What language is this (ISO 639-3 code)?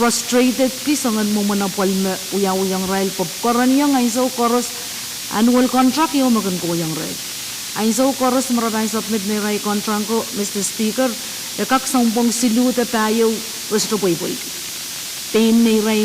pon